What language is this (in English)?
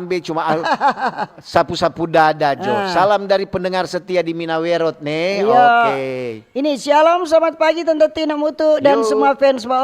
Manado Malay